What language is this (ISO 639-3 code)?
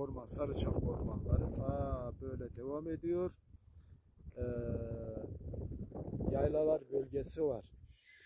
tur